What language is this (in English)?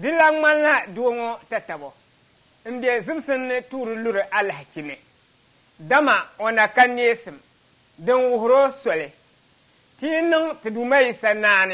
Dagbani